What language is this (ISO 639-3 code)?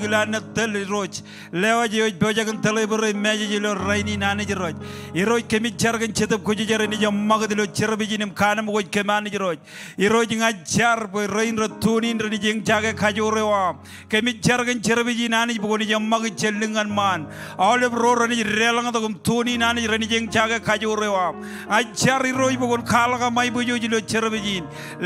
mah